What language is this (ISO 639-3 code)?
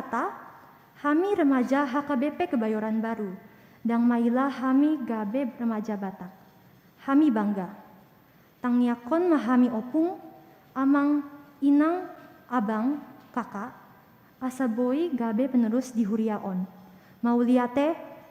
bbc